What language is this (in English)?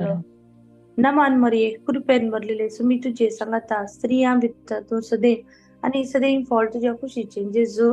Konkani